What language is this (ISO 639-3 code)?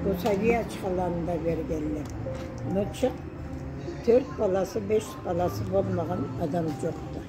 krc